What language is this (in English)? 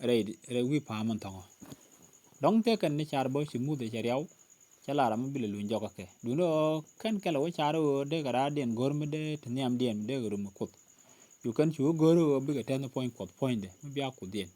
Nuer